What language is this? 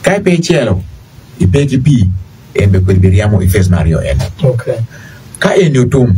Acoli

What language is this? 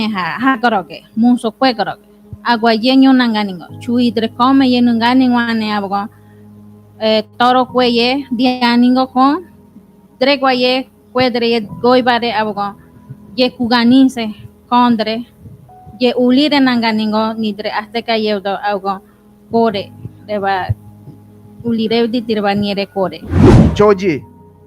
Ngäbere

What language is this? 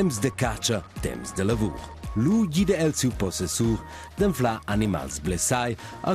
Romansh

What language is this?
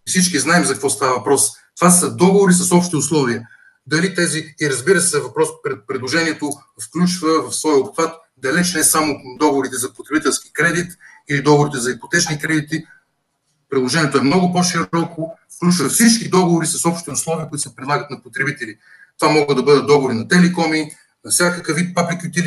Bulgarian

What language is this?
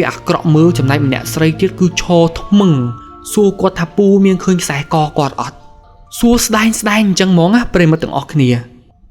Khmer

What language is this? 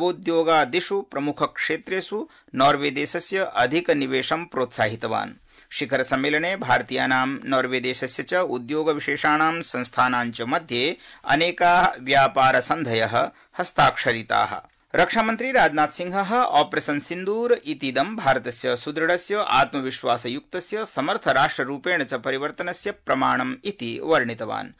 Sanskrit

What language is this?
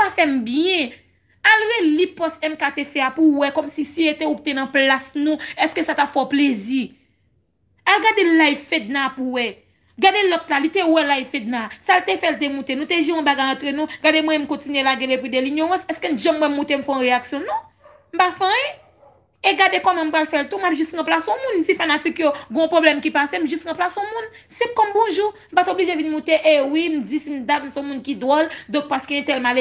Haitian Creole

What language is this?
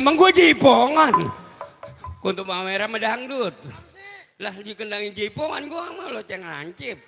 Betawi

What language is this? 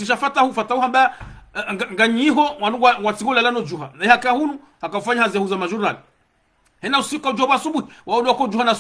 Ngazidja Comorian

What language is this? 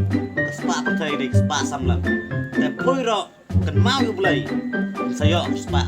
Khasi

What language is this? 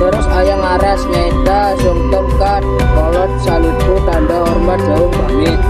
Sundanese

